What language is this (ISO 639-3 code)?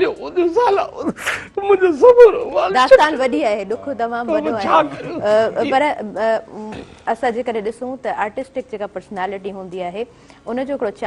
snd